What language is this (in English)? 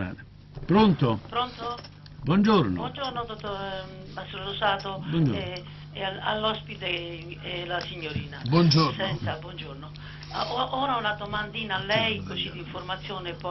Italian